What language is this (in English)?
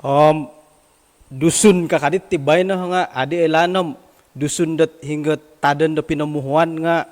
Central Dusun